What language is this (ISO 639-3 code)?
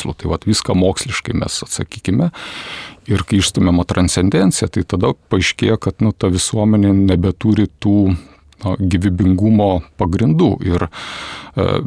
lit